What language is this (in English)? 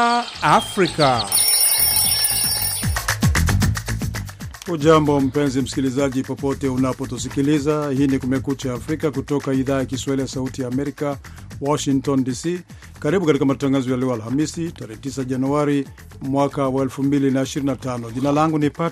Swahili